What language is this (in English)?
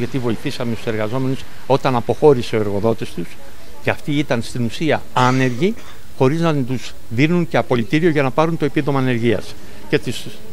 Greek